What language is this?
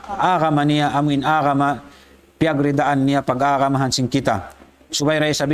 Tausug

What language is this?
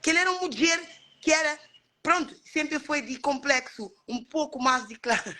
Kabuverdianu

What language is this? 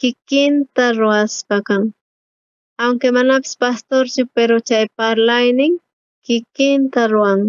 South Bolivian Quechua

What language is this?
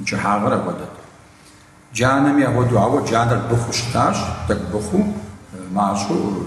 Kabardian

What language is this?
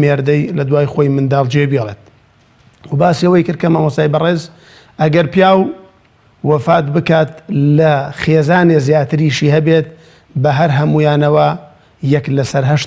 Central Kurdish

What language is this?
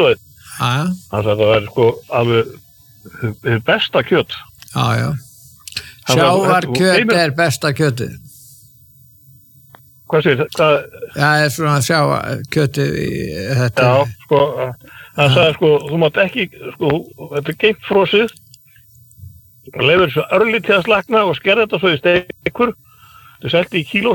Icelandic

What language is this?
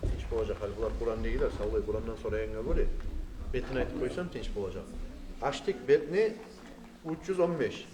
Kumyk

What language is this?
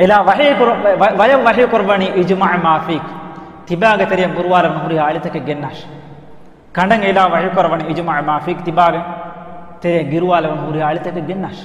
Divehi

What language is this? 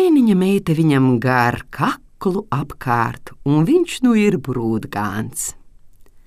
Latvian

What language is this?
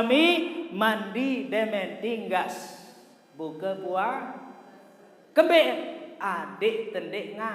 Sasak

